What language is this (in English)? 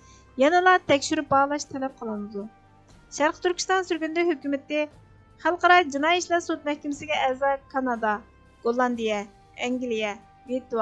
Uyghur